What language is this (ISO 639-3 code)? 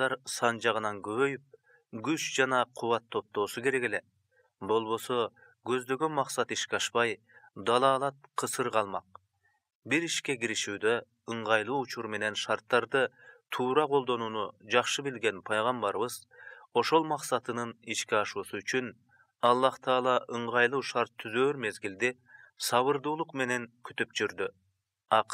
kir